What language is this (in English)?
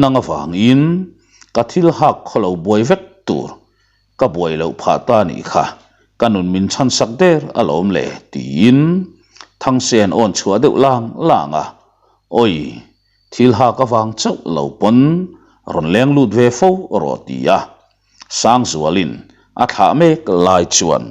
Mizo